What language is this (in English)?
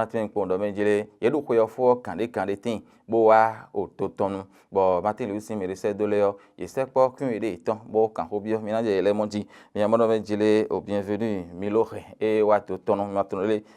Fon